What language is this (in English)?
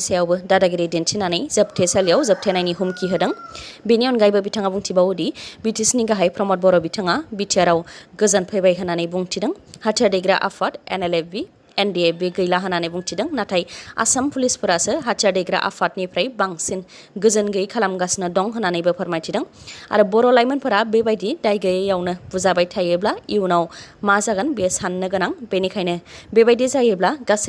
Bodo